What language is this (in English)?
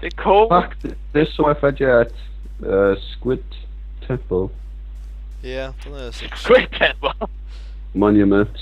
Faroese